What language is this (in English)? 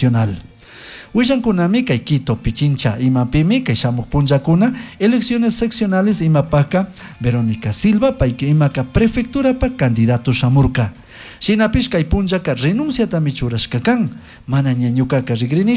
Chimborazo Highland Quichua